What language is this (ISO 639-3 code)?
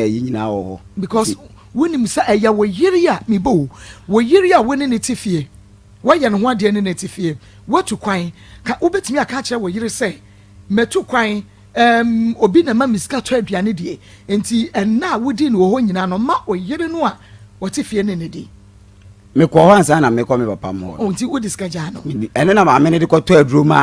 aka